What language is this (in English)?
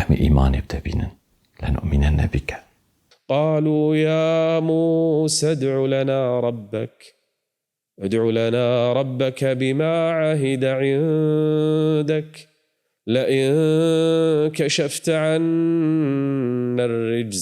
Kurdish